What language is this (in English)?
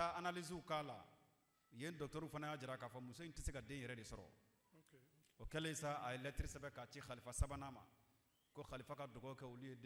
Bambara